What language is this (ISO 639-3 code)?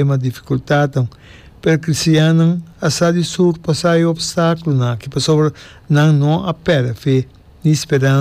pap